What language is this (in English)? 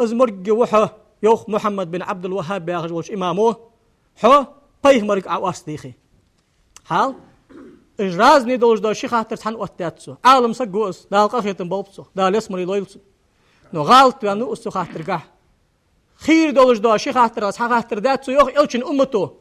Ingush